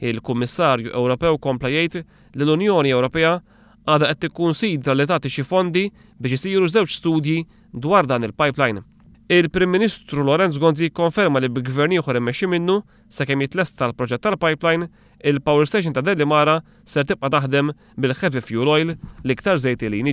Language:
Maltese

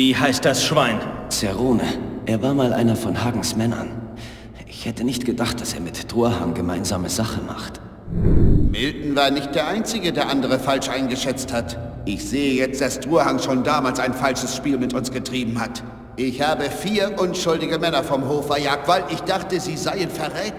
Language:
Bavarian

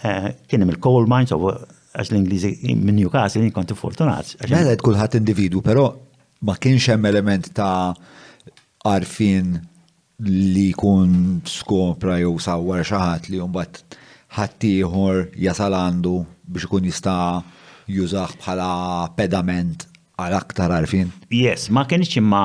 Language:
Maltese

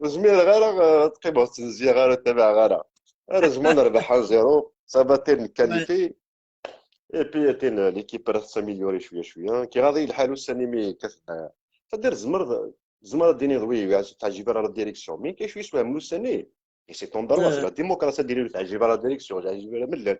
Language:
Kabyle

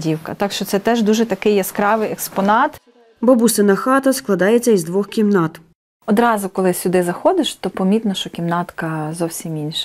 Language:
Ukrainian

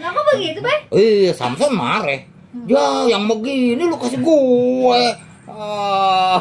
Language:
Betawi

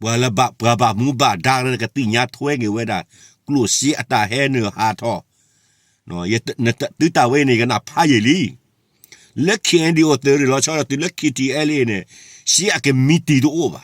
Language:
S'gaw Karen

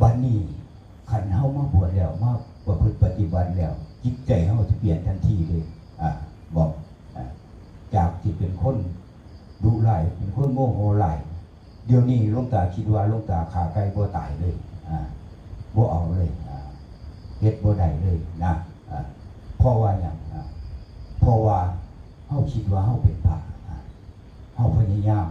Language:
Northeastern Thai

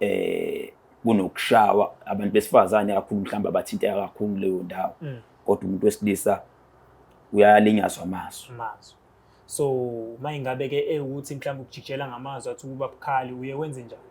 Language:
Zulu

